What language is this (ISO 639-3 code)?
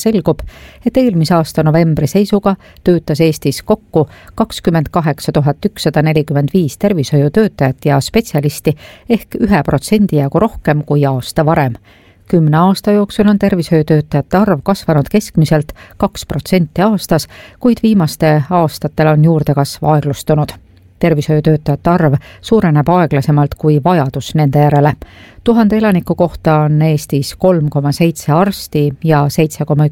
est